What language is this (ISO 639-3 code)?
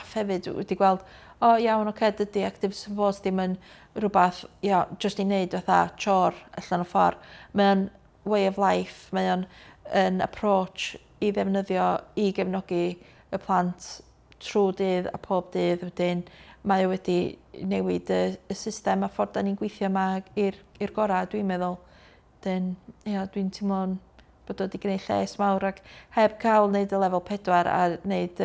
cym